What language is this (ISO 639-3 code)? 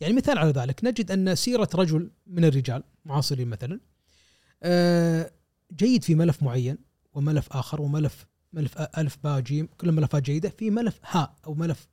afb